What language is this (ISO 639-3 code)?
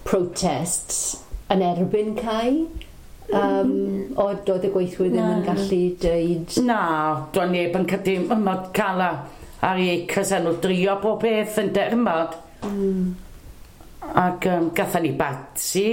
cym